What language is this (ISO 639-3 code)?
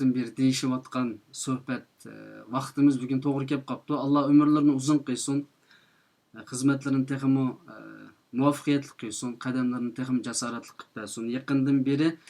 uig